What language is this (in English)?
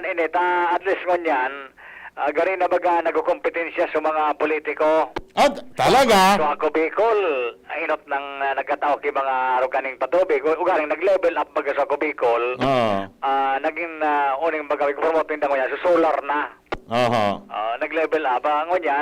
Bikol